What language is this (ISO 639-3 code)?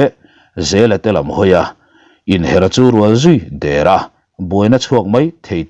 lus